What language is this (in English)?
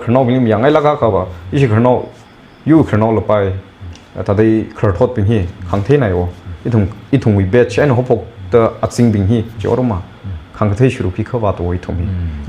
Tangkhul Naga (India)